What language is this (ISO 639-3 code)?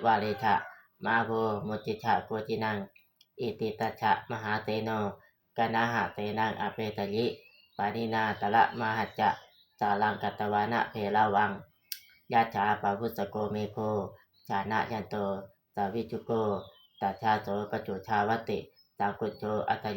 pli